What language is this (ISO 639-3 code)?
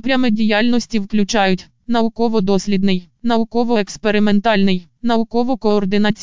ukr